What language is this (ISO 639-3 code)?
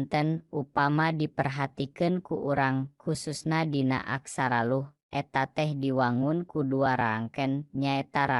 sun